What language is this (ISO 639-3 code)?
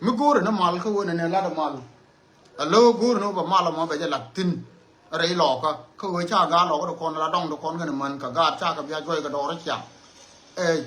nus